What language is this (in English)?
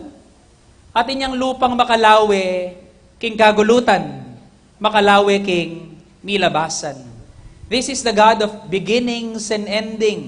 Pampanga